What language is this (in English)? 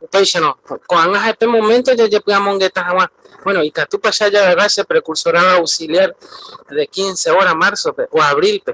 Guarani